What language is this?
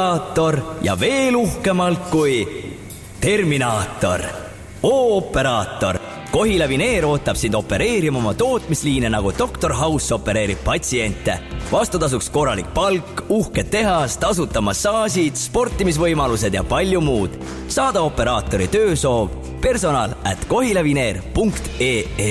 Estonian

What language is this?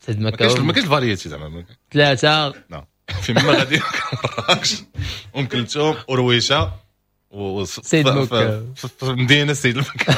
Moroccan Arabic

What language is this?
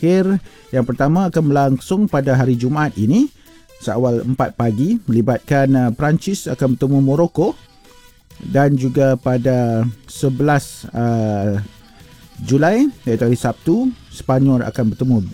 Malay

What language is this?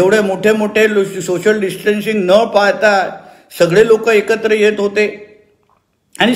Marathi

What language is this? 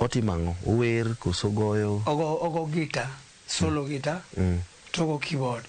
Luo (Kenya and Tanzania)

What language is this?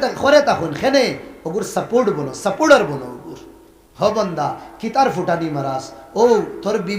Sylheti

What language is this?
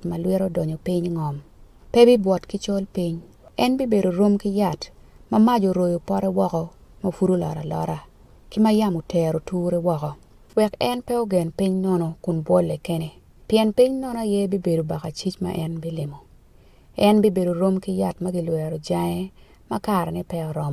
Acoli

